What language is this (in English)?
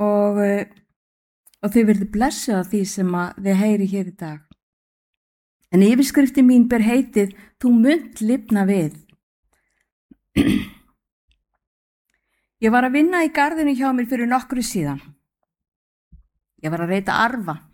Icelandic